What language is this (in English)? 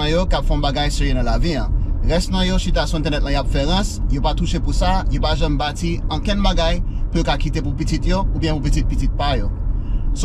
Haitian Creole